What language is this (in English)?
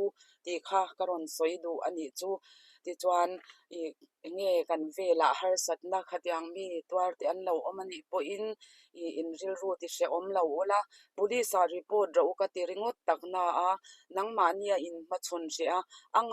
Mizo